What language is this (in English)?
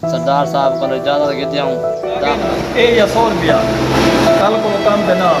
Saraiki